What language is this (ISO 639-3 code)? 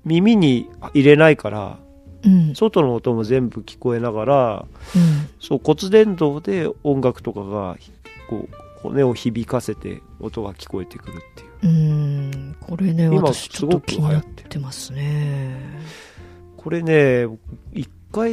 jpn